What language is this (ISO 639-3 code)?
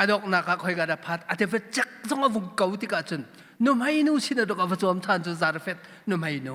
cnh